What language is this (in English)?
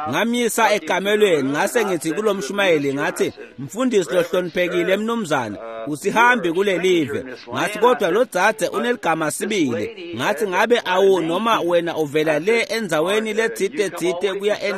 Swati